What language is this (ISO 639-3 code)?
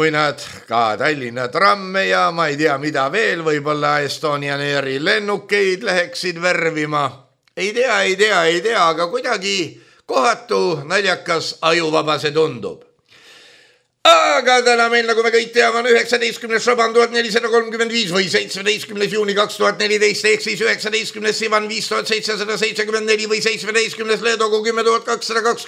est